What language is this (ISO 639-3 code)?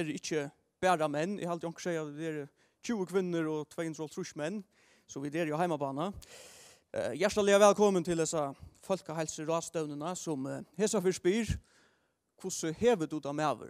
fao